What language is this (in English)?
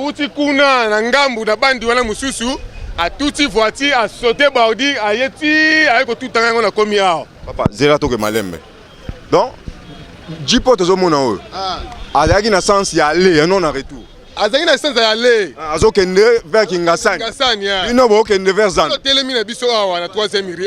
Lingala